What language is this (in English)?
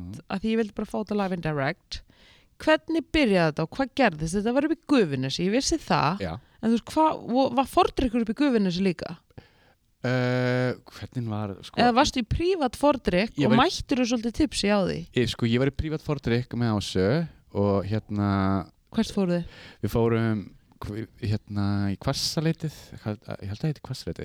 Icelandic